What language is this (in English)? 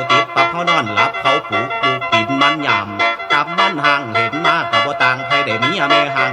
Northeastern Thai